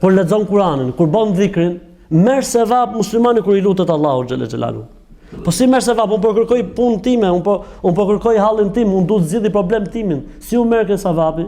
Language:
Albanian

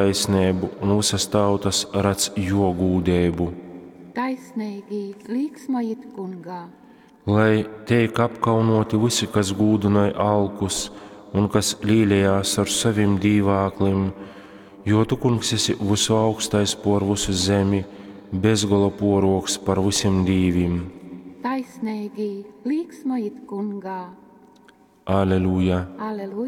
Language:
Latgalian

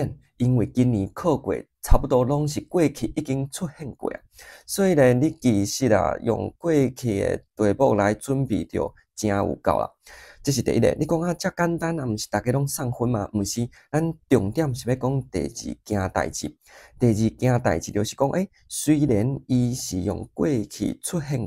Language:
Min Nan Chinese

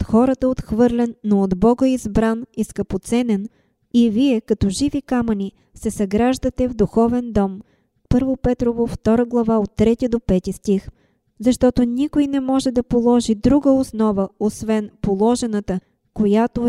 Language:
Bulgarian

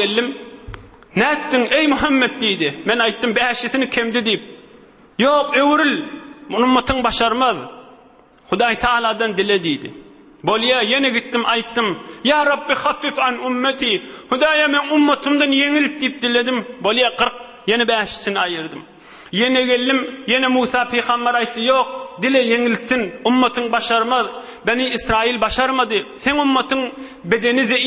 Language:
Turkmen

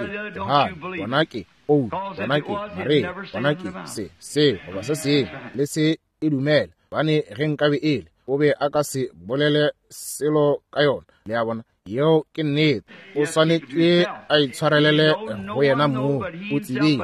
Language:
Northern Sotho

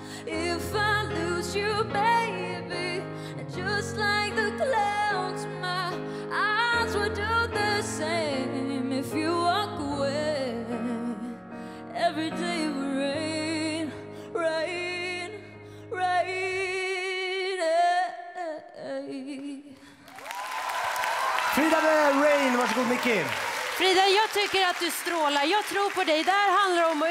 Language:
Swedish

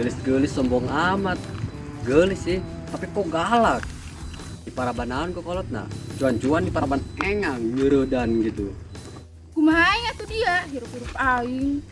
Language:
Sundanese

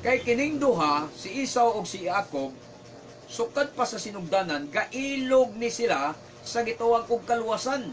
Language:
Cebuano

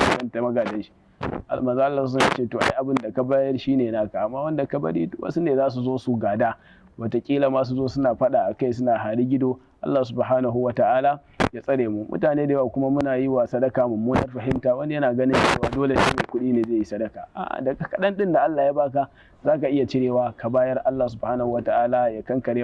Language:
Hausa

